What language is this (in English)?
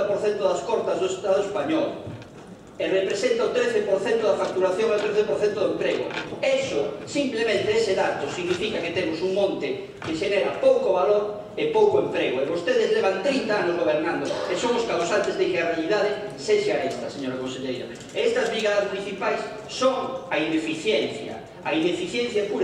Galician